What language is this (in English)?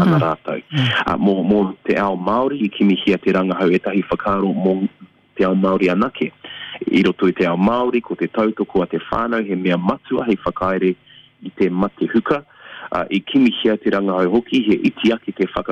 Māori